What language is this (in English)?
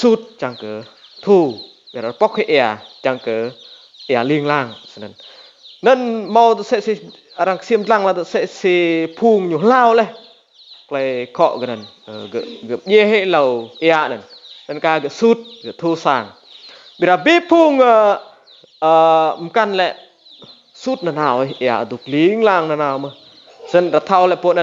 Rade